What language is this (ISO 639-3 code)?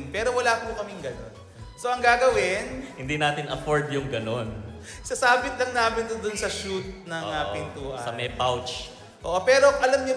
fil